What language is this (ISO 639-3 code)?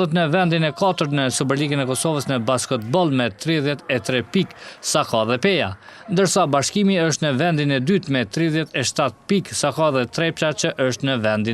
sqi